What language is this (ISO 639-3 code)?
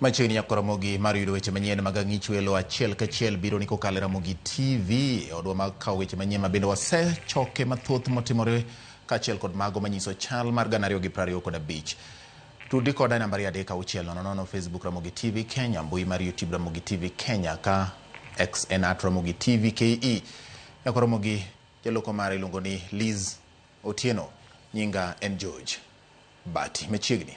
luo